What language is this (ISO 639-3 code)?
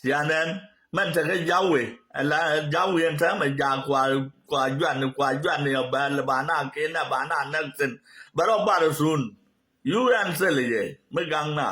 nus